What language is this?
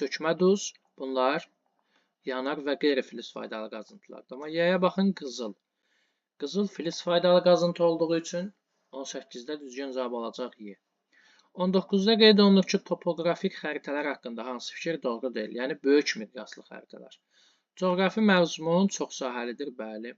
Azerbaijani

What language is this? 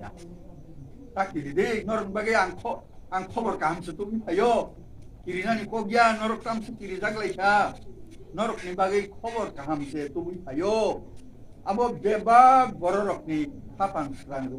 Kok Borok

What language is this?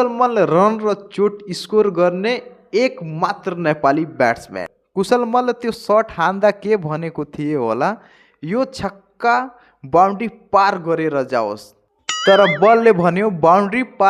Nepali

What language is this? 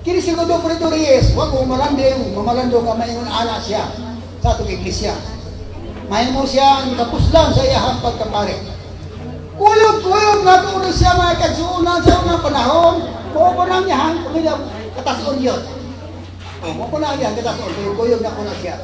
Cebuano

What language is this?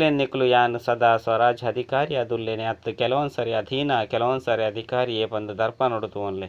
Tulu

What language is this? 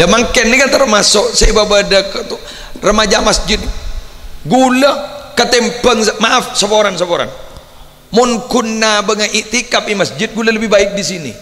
Madurese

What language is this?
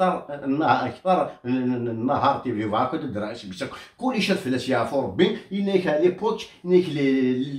Kabyle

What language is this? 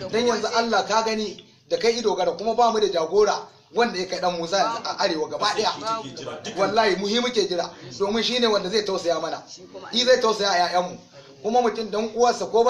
Hausa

